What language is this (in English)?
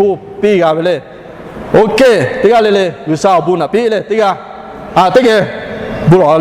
Lahu